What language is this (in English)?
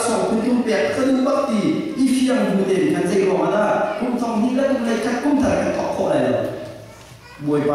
Hakha Chin